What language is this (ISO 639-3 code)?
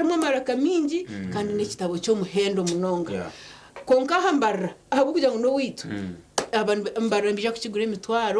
nyn